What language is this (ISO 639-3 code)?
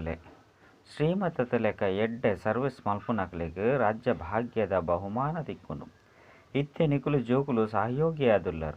tcy